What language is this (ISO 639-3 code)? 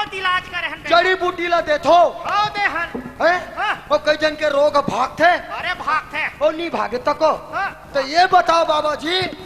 hne